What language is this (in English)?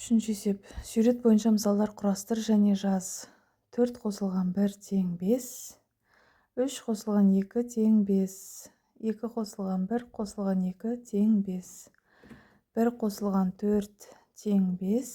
Kazakh